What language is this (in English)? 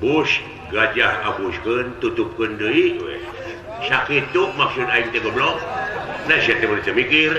Sundanese